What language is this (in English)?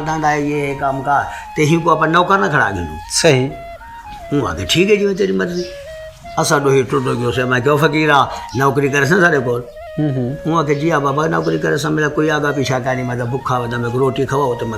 Saraiki